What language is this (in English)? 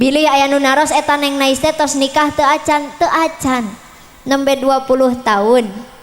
Sundanese